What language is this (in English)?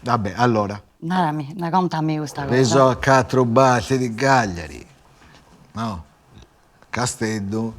Sardinian